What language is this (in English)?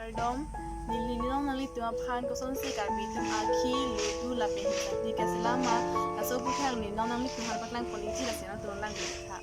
Karbi